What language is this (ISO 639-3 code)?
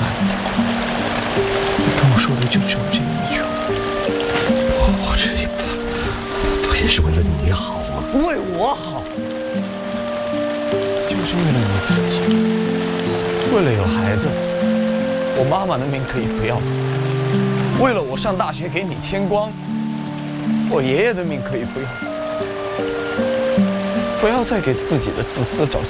zho